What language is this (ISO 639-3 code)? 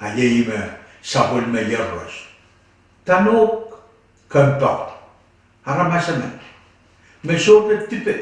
pon